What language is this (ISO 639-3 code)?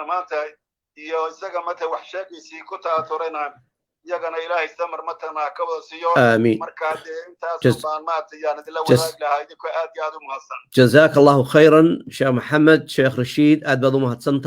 som